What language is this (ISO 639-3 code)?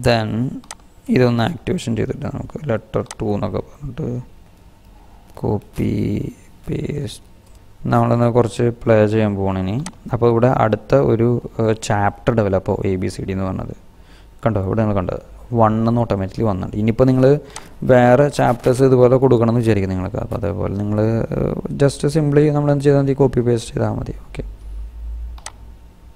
mal